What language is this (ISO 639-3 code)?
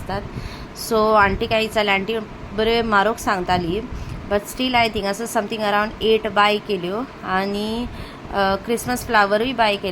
kok